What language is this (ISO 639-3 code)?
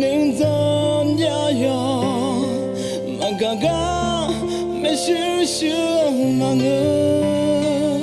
ahk